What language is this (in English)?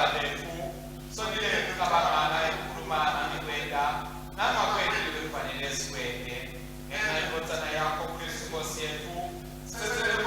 Swati